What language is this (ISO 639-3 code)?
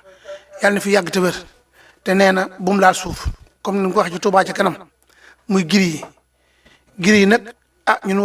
wol